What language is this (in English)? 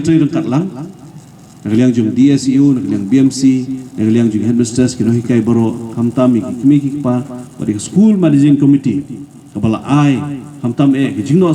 Khasi